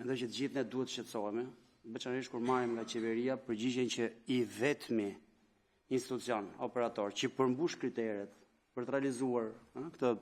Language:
Albanian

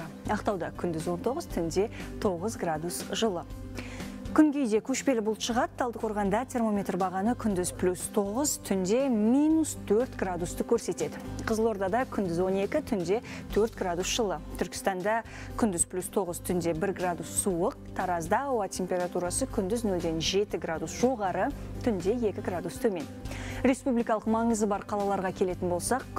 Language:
Kazakh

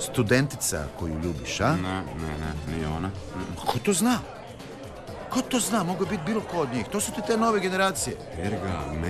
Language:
Croatian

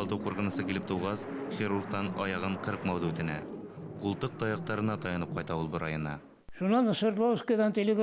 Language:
Bashkir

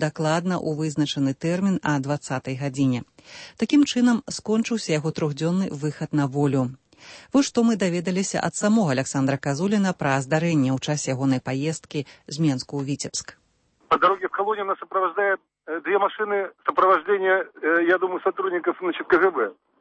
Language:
Belarusian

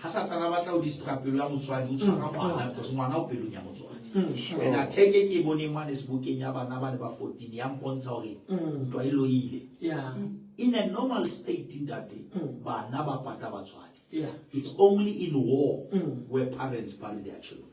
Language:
Southern Sotho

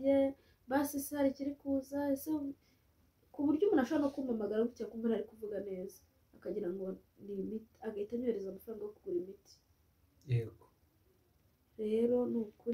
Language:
Kinyarwanda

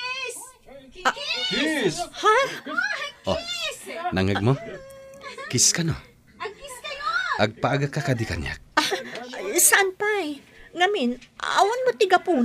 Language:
Iloko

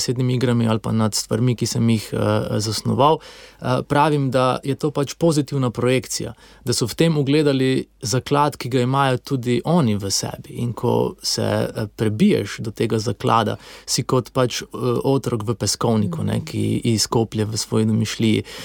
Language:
Slovenian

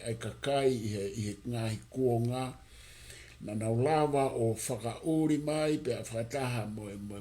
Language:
Tongan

